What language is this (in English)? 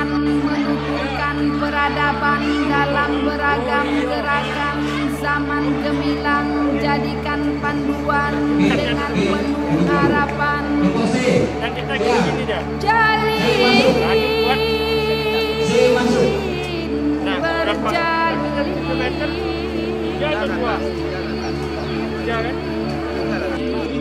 Malay